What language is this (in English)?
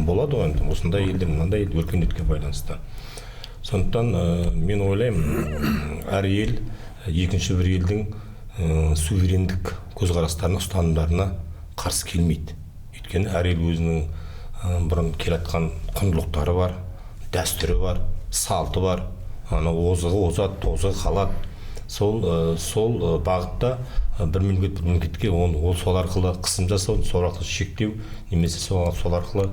Kazakh